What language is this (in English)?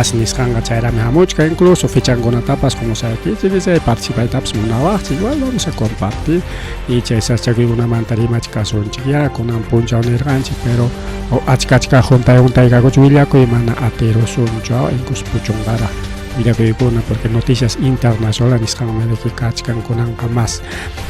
Ayacucho Quechua